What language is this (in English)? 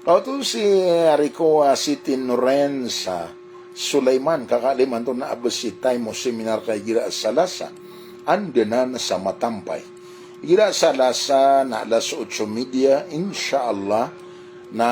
Maranao